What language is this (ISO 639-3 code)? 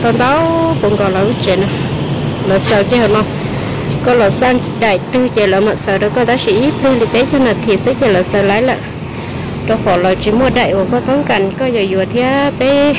hmn